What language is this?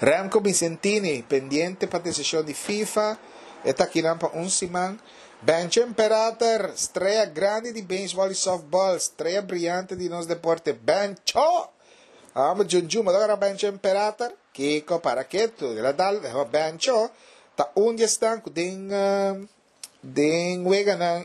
Papiamento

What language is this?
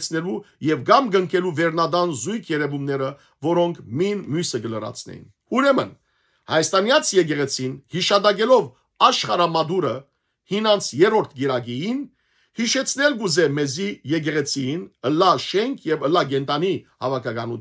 Western Armenian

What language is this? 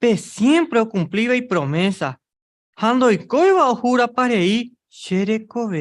Guarani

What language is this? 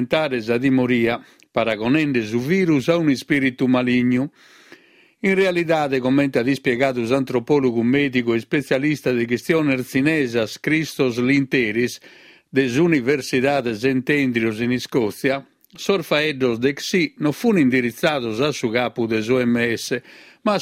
Sardinian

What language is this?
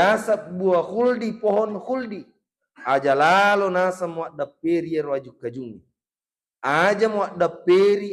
Buginese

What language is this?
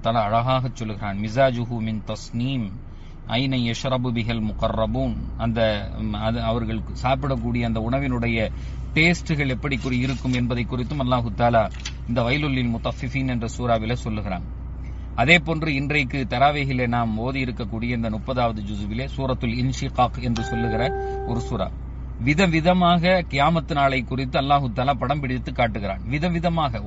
Tamil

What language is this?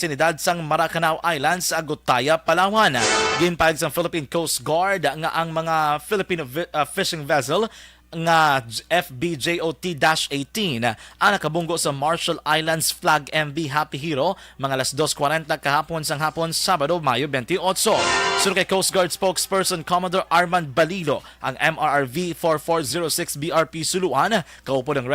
Hiligaynon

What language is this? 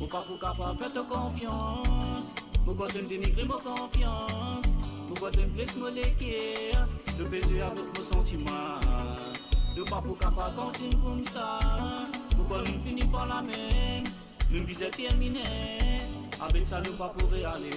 Morisyen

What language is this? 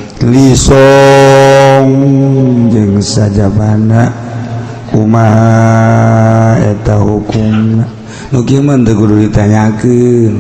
Sundanese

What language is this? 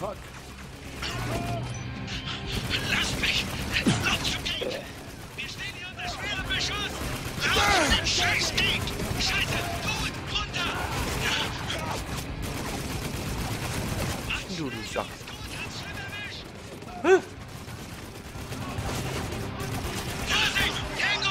German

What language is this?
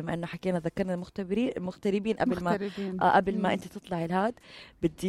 North Levantine Arabic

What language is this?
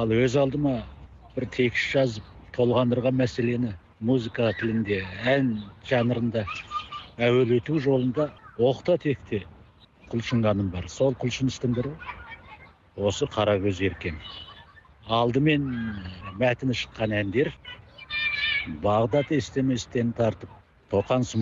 Kazakh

